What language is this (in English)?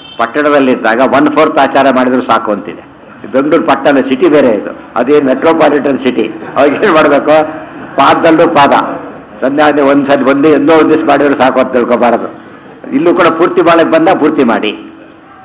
Kannada